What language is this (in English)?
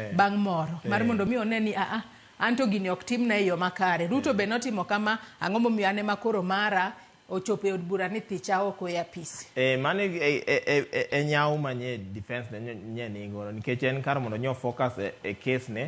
Luo (Kenya and Tanzania)